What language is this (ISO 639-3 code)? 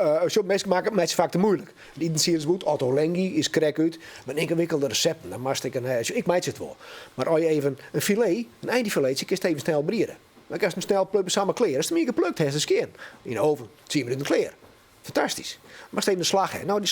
fry